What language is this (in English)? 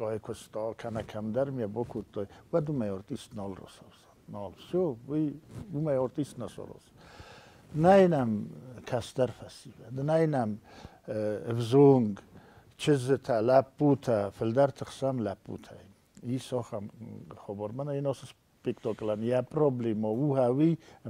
Ossetic